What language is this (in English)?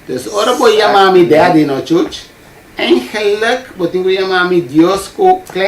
Papiamento